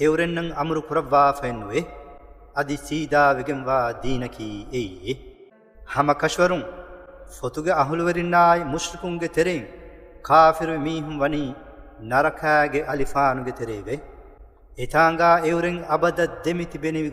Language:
Divehi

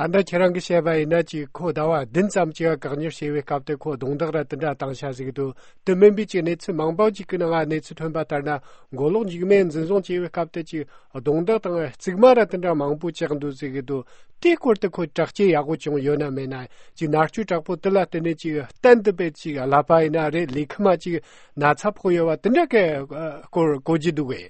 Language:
Tibetan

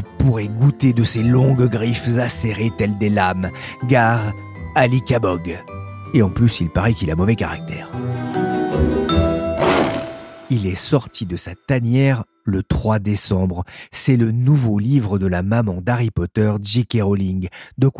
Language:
French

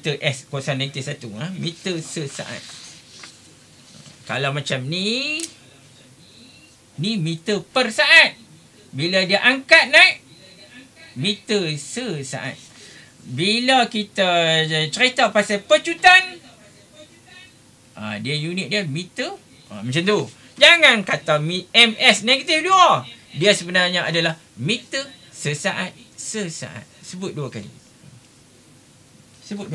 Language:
Malay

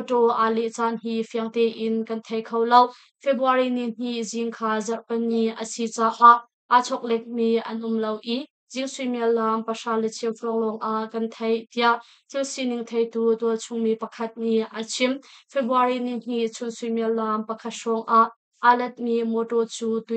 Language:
Hakha Chin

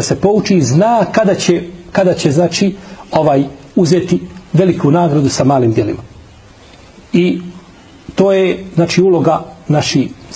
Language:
Bosnian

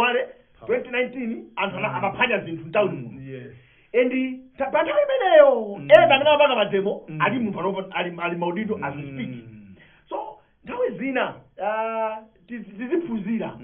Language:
Nyanja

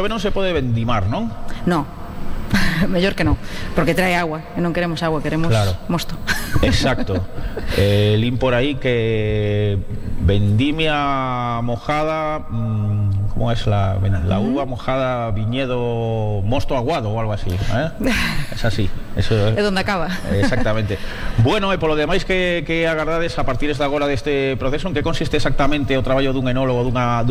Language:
Galician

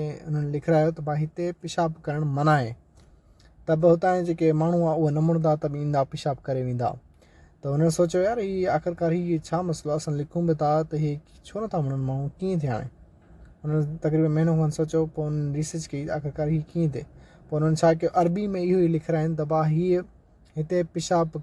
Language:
Sindhi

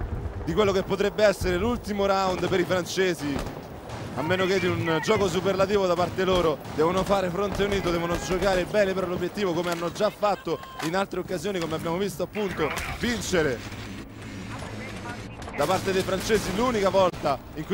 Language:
Italian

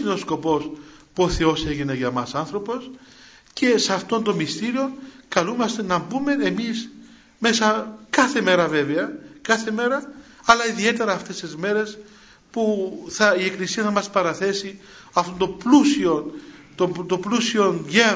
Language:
Greek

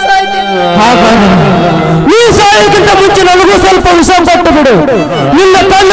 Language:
Kannada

